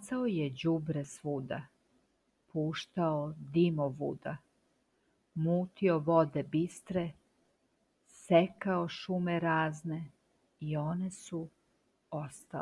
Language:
Serbian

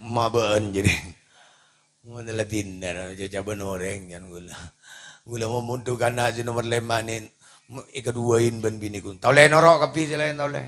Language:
Madurese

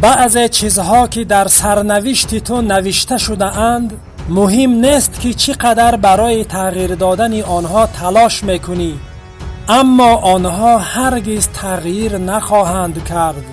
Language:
Tajik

